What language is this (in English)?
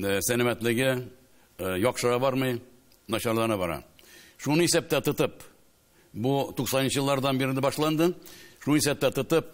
Tatar